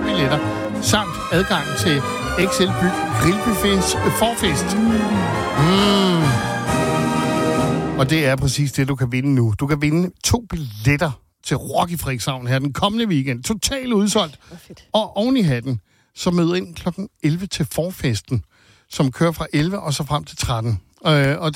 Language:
Danish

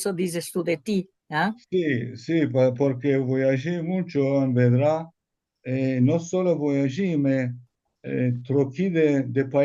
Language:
Ladino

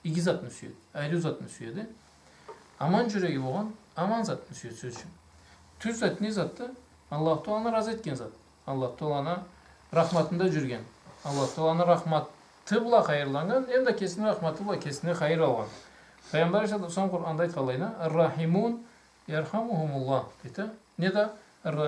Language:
Karachay-Balkar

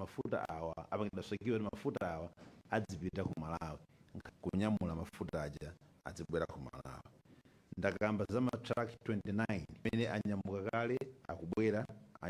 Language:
Nyanja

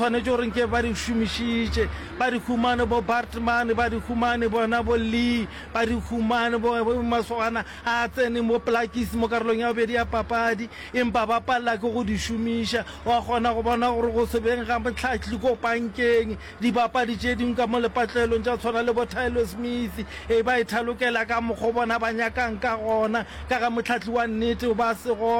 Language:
Northern Sotho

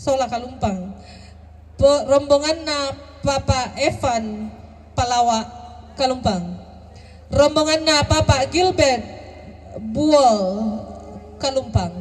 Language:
Toraja-Sa'dan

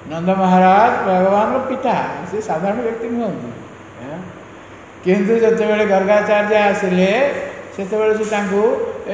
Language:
Odia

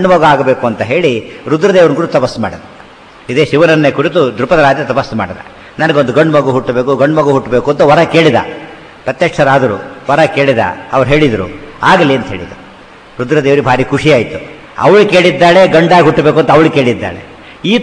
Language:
Kannada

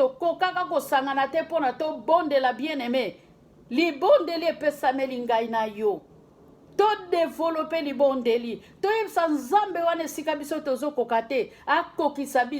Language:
Lingala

